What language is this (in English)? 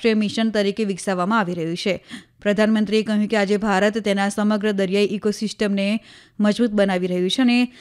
Gujarati